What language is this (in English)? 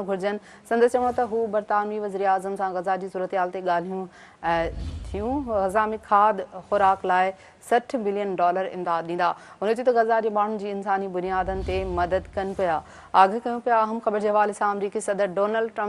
Sindhi